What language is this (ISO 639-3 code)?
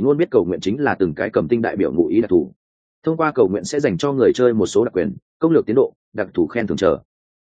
vie